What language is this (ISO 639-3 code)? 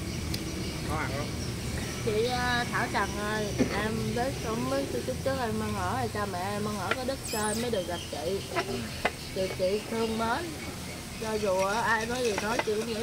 vie